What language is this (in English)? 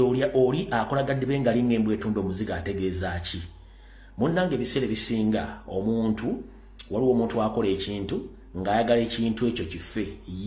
Ganda